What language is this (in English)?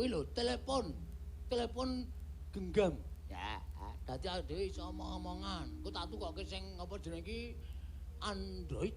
Javanese